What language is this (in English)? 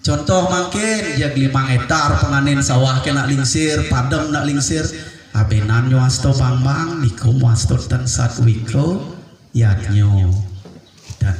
Balinese